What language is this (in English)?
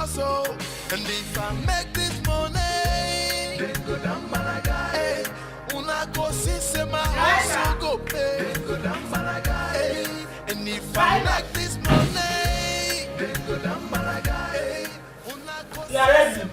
Nigerian Pidgin